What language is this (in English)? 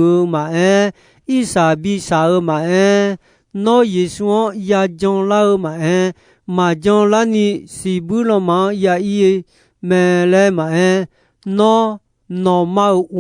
Akha